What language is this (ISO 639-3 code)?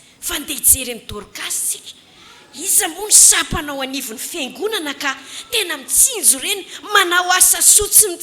mlg